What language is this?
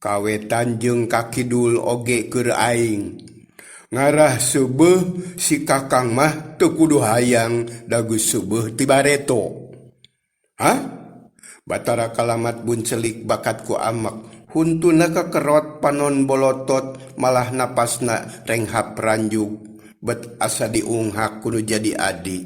Sundanese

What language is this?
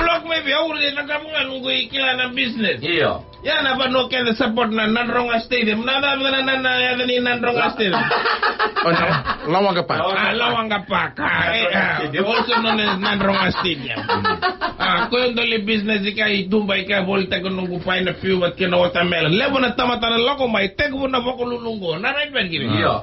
Fijian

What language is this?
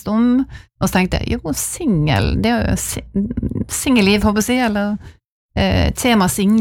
Norwegian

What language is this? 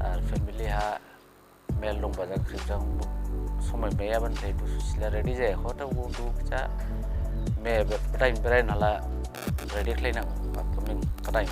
Dimasa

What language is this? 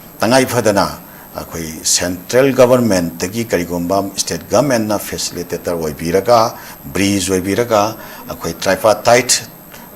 Manipuri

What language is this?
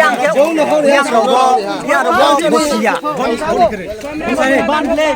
Riang (India)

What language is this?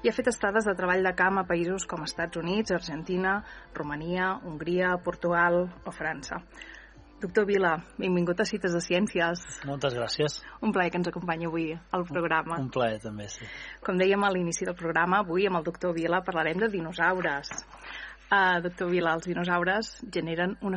Catalan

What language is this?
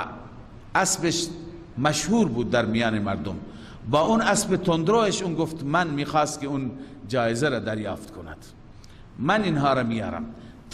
Persian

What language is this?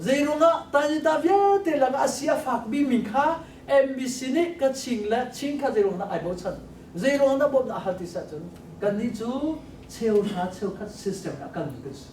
Hakha Chin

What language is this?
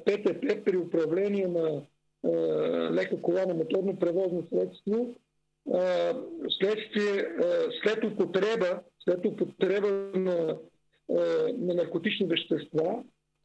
Bulgarian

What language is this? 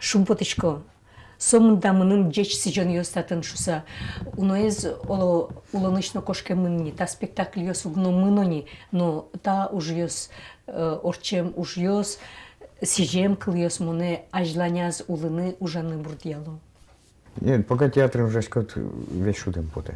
Udmurt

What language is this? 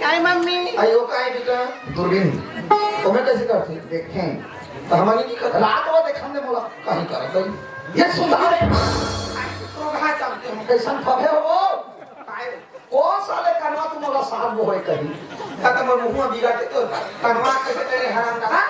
Chhattisgarhi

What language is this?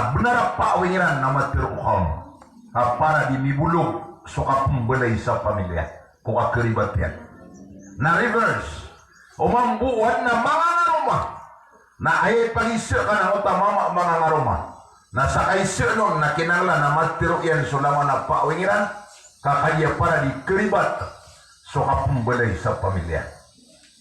Maranao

